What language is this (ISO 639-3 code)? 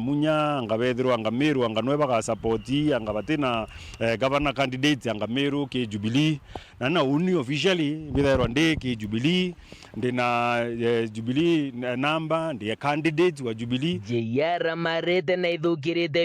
mer